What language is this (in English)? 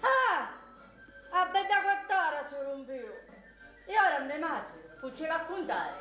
Sicilian